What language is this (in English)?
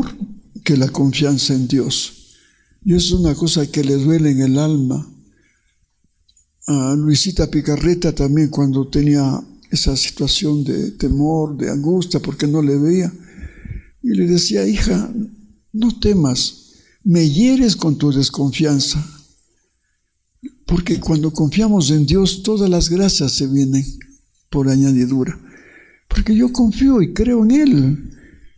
Spanish